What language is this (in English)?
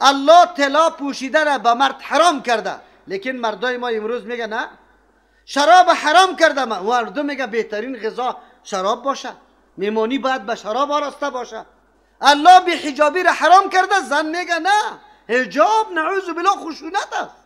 Persian